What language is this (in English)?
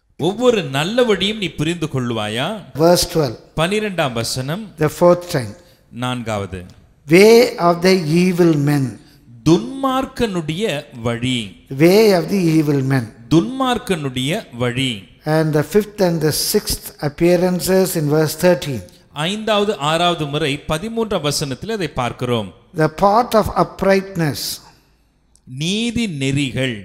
Tamil